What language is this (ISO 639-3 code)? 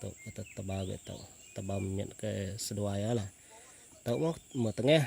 iba